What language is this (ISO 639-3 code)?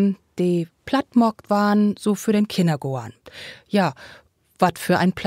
nds